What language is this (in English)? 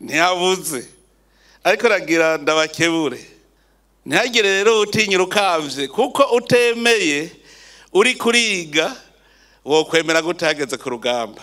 Rundi